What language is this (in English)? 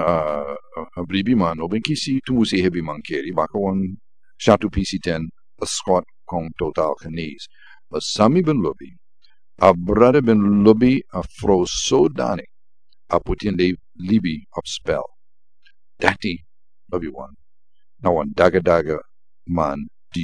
Sranan Tongo